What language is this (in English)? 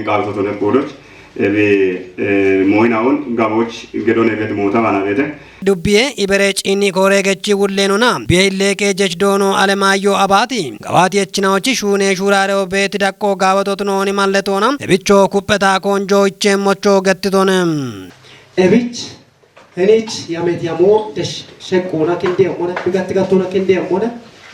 Kafa